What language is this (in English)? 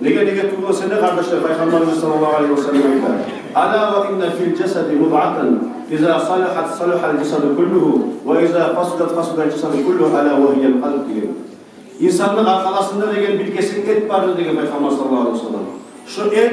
Kumyk